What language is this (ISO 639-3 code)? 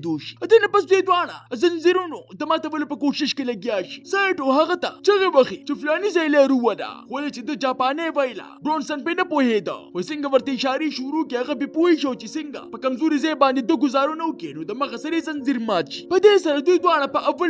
pus